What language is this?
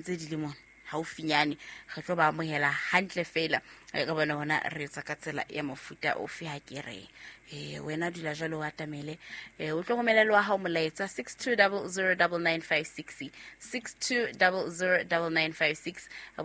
Southern Sotho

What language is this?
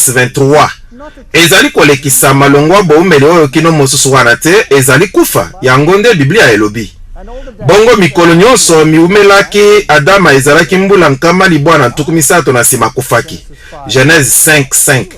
Lingala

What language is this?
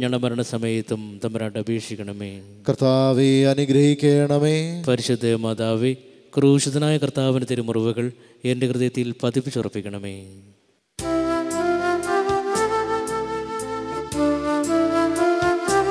Malayalam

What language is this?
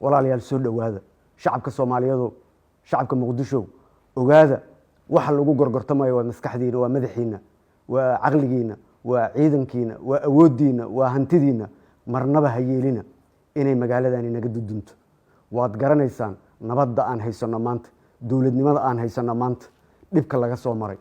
Somali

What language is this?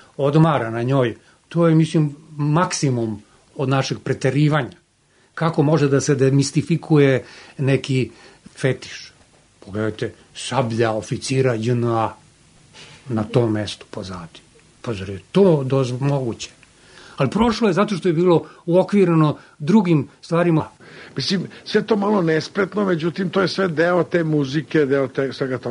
Serbian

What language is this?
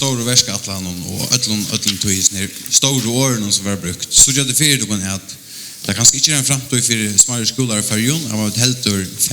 Faroese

